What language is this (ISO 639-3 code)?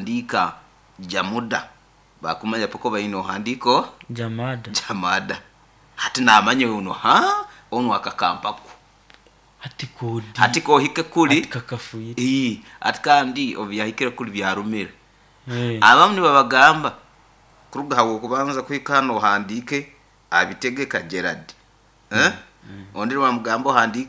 nyo